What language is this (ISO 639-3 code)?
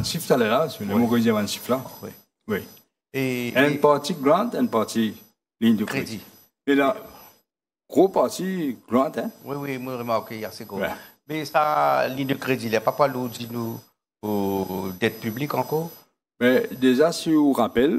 mfe